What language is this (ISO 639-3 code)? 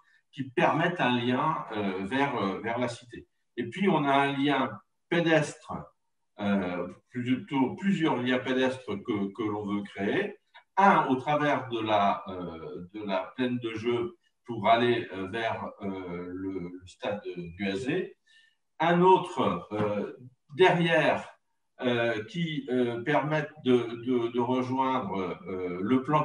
fra